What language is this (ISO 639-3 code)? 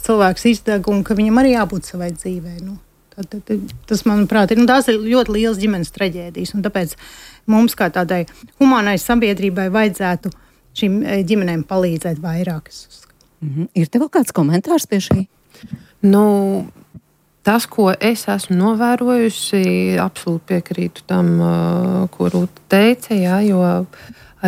lav